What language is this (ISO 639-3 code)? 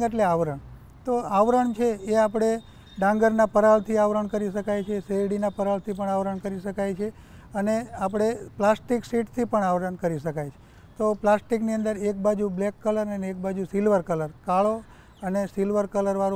guj